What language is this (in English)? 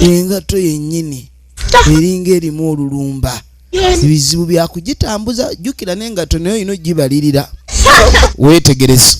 Ganda